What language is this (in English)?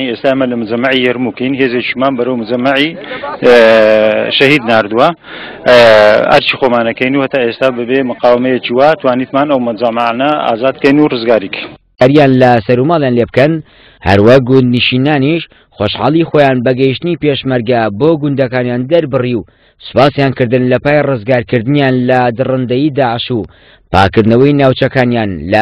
Central Kurdish